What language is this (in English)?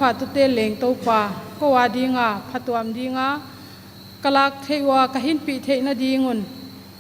Paite Chin